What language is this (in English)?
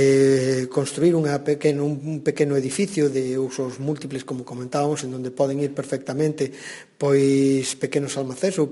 Galician